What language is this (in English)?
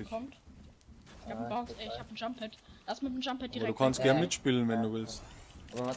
Bavarian